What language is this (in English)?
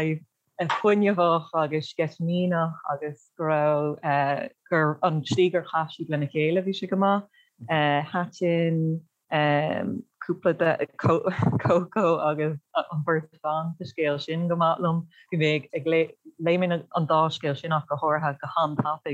Irish